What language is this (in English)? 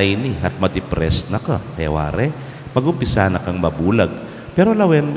Pampanga